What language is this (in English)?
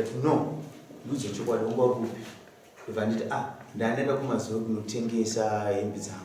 Shona